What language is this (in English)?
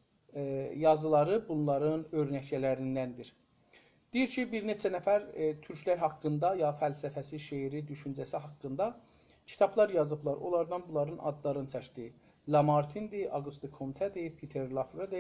South Azerbaijani